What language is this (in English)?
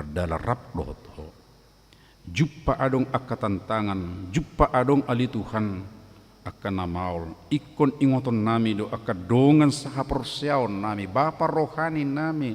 Batak Toba